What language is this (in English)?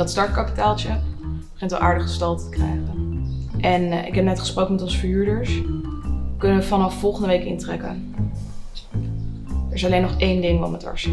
Dutch